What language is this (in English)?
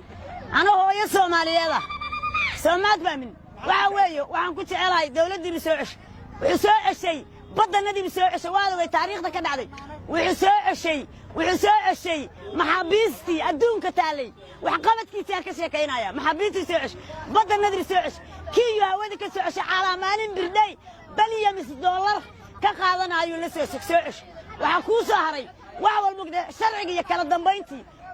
Somali